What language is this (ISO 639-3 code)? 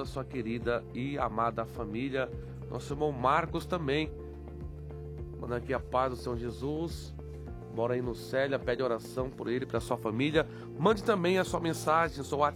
por